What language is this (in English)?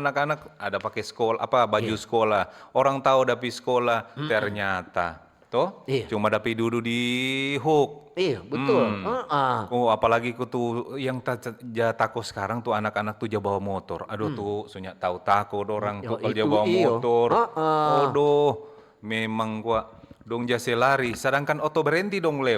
Manado Malay